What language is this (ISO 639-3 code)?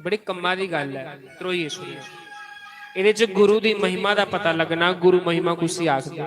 doi